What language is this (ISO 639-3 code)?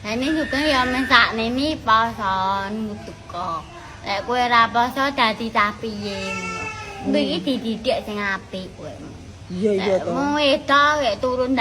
jav